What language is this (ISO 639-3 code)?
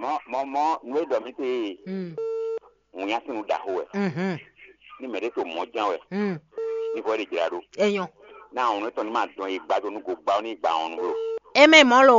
fon